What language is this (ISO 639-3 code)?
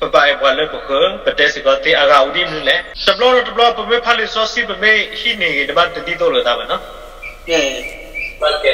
ksw